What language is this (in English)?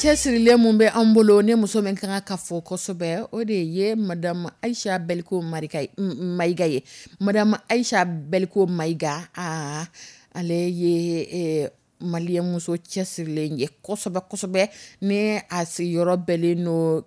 Dyula